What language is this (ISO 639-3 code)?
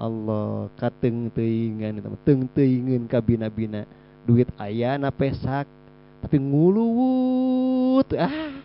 sun